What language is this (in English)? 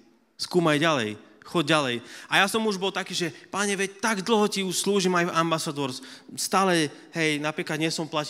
Slovak